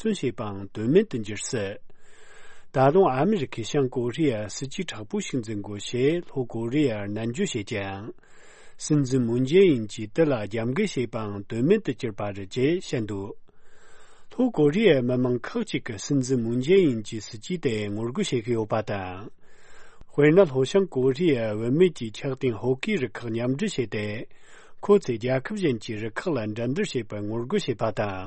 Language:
Tibetan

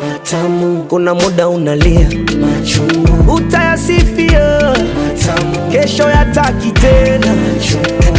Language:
Swahili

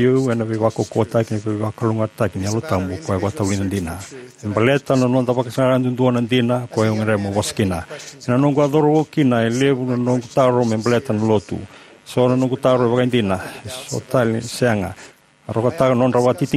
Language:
Fijian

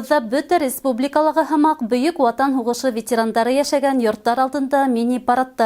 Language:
Bashkir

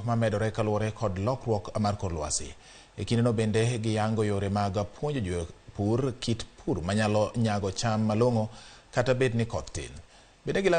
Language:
Luo (Kenya and Tanzania)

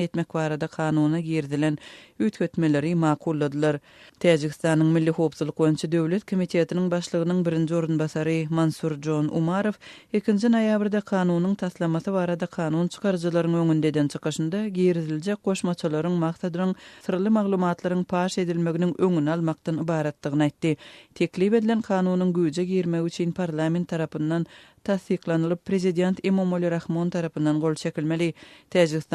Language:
Turkmen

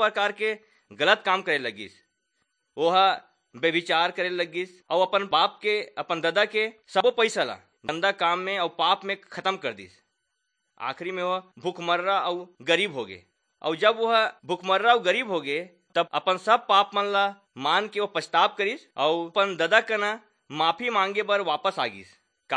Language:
Chhattisgarhi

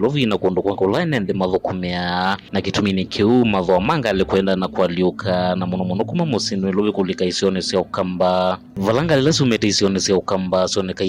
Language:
Kamba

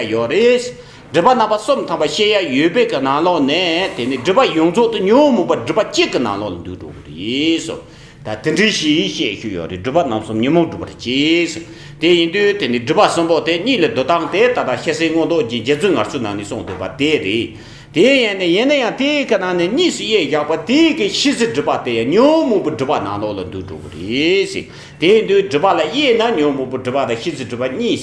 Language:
Tibetan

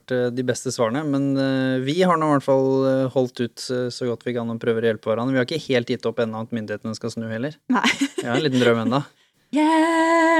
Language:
Norwegian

